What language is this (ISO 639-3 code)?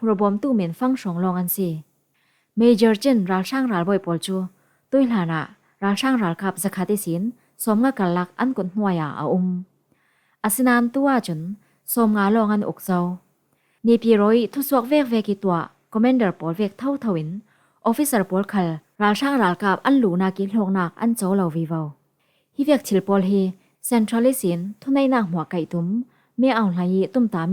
cfm